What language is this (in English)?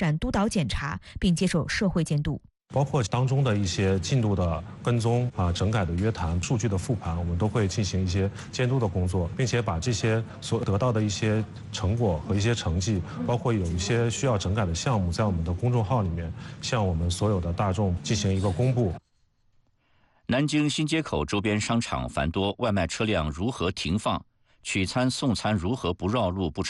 Chinese